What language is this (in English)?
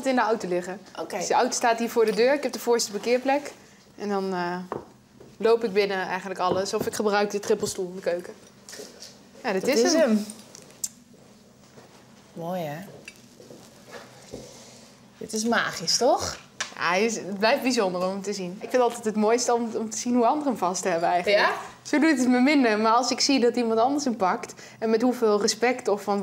Dutch